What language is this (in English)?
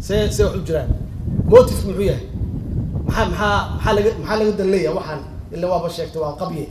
Somali